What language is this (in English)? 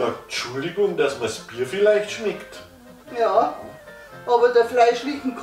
Bavarian